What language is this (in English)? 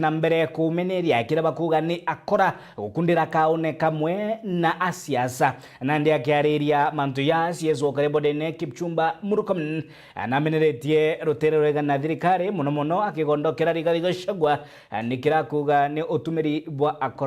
Meru